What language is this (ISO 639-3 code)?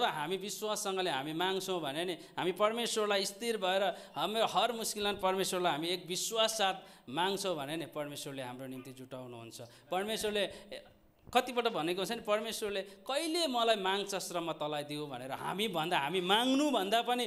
nep